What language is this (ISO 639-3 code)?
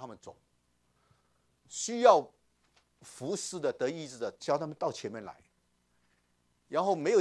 zho